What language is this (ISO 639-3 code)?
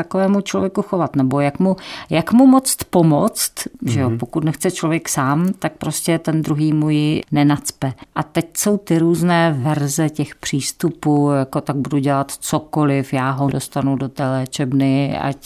ces